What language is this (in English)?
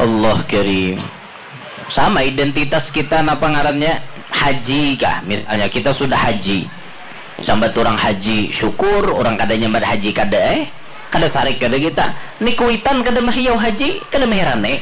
Banjar